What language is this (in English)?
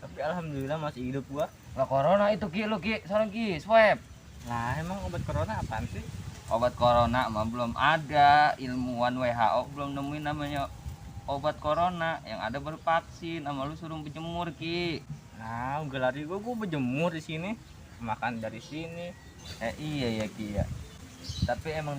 Betawi